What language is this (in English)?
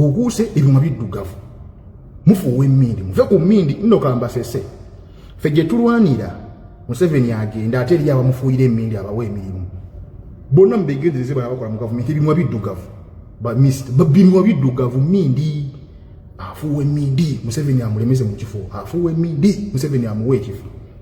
Ganda